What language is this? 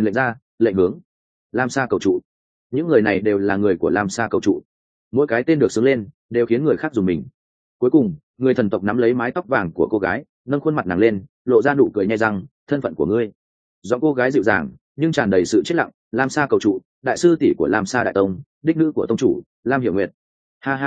Vietnamese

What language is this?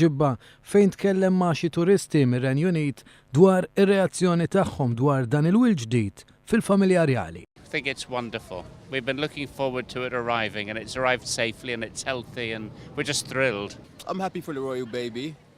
Maltese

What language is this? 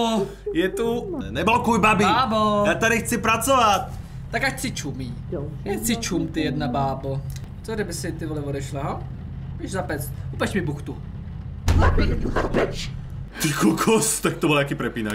Czech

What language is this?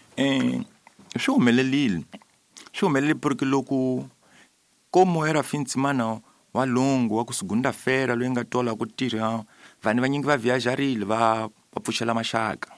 Tsonga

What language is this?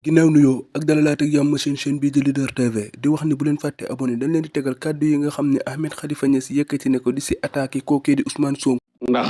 Wolof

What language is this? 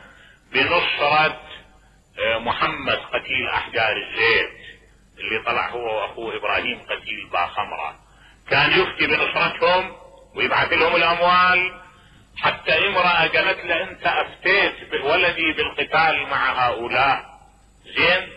Mesopotamian Arabic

